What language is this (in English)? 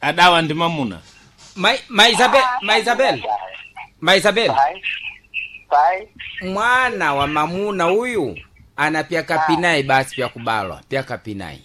Sena